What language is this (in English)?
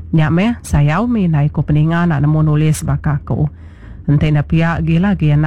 Iban